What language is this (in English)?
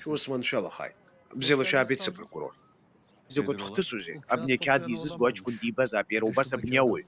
Abkhazian